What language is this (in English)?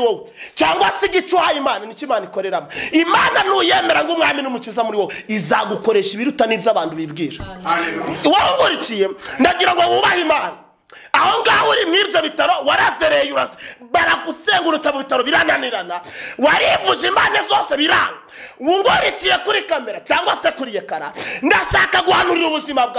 Kinyarwanda